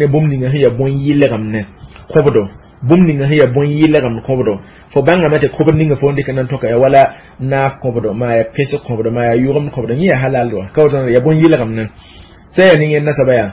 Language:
Mossi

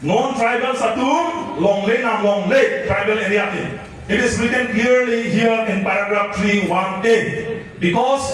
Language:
Karbi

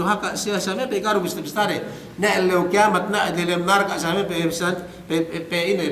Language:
Yakan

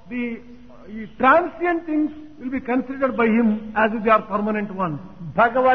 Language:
Telugu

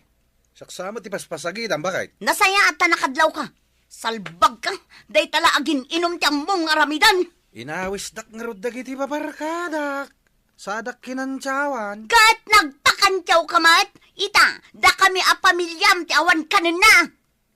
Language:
Iloko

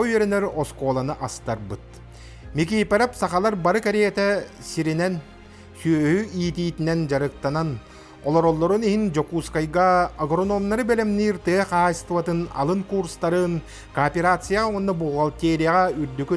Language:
Yakut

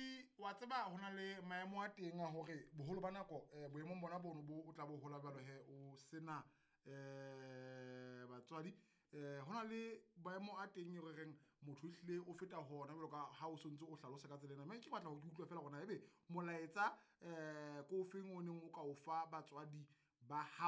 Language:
Southern Sotho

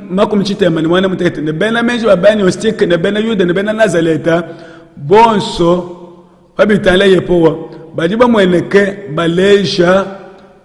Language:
Luba-Lulua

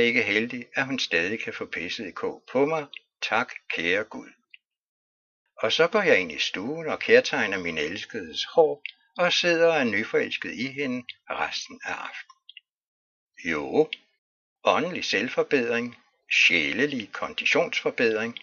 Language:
Danish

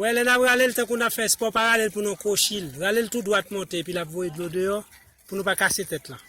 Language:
Haitian Creole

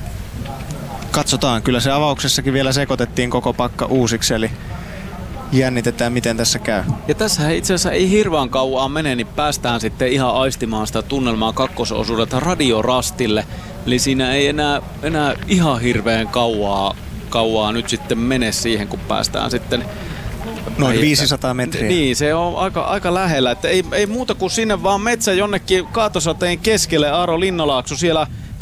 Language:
Finnish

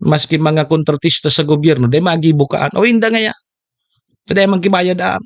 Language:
Bikol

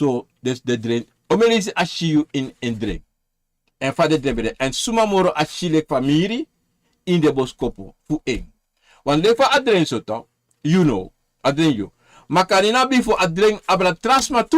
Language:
Sranan Tongo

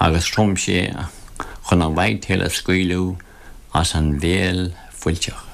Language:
Irish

